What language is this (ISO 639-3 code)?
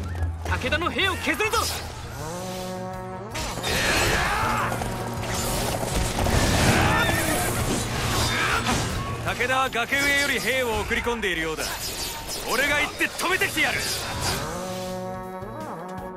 jpn